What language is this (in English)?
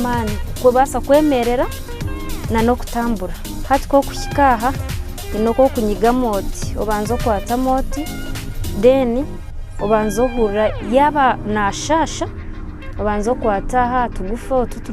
Nyankole